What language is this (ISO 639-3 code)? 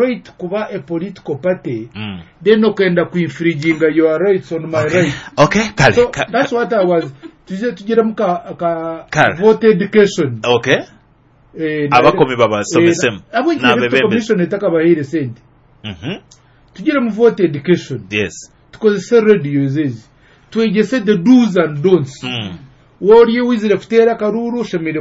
nyo